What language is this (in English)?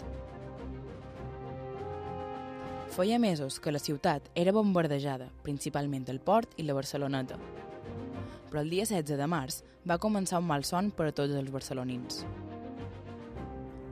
Catalan